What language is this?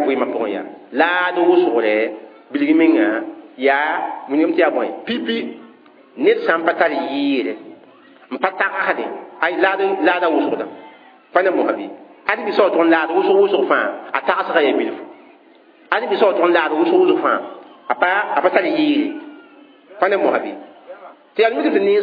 Mossi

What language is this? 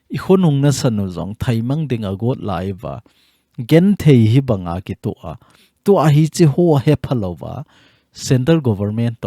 Thado Chin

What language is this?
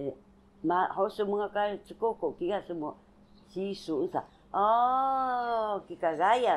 Taroko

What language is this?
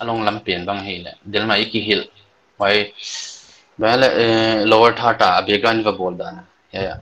Paite Chin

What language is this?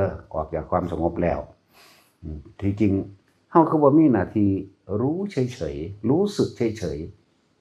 Northeastern Thai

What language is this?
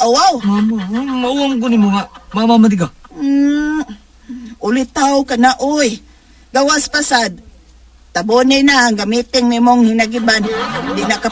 Cebuano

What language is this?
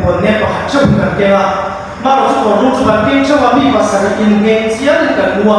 Mizo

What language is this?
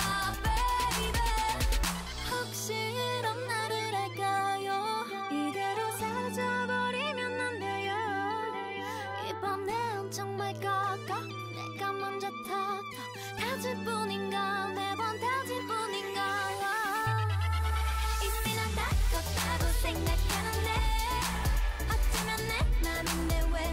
Korean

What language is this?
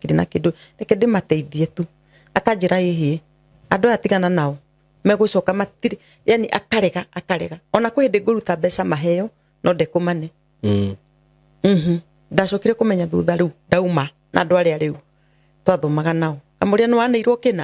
Kikuyu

